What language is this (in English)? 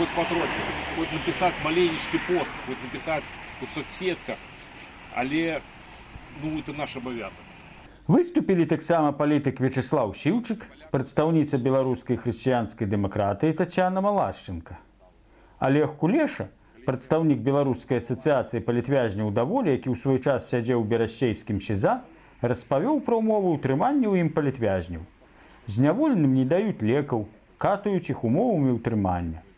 Belarusian